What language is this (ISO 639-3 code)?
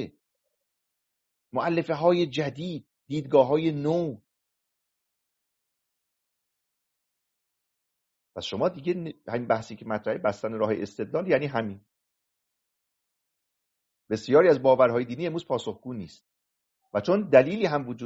fas